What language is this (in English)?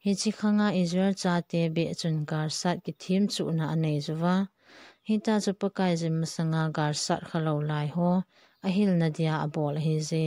Thado Chin